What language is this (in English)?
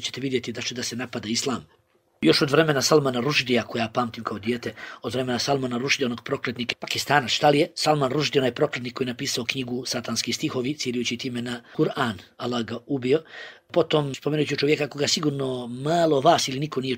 Bosnian